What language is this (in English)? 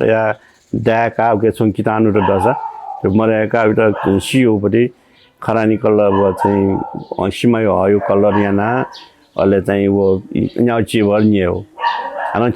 Newari